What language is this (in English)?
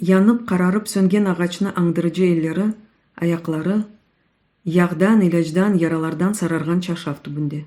Crimean Tatar